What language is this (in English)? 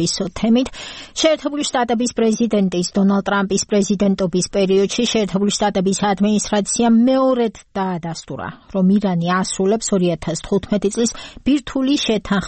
Georgian